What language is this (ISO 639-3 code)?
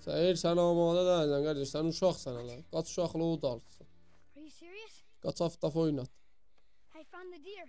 azb